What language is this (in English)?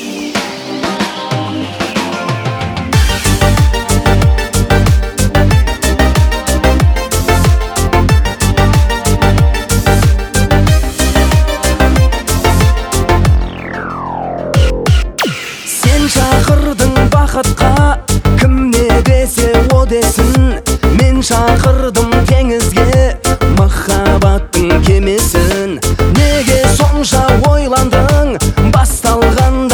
Kazakh